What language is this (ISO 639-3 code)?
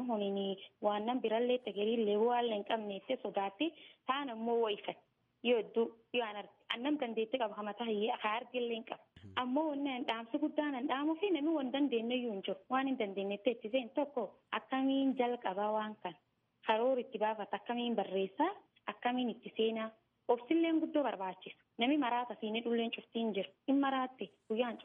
orm